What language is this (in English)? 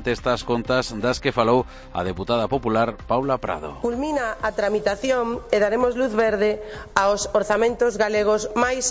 Galician